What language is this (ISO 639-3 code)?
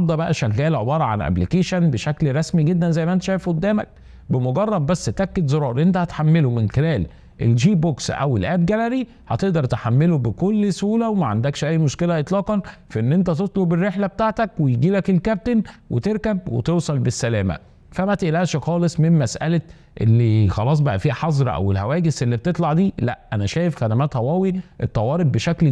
arz